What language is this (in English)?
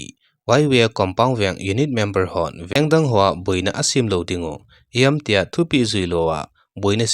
Thado Chin